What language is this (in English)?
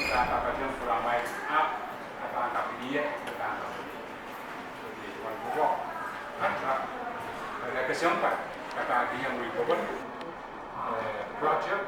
Pohnpeian